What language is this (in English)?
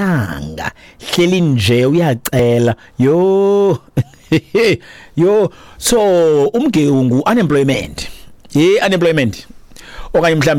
Xhosa